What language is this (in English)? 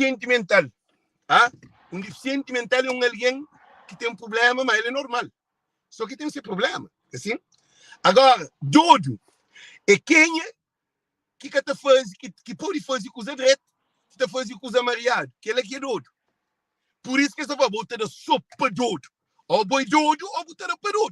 Kabuverdianu